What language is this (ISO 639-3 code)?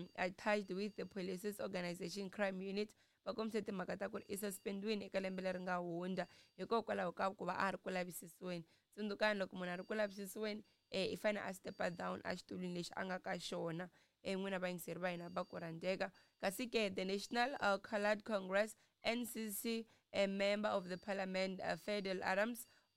tso